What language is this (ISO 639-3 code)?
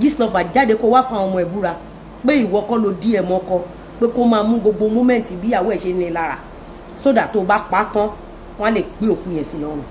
yor